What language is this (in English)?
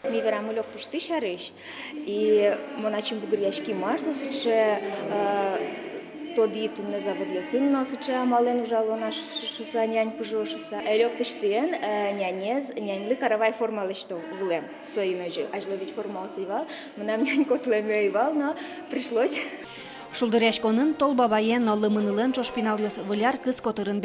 Udmurt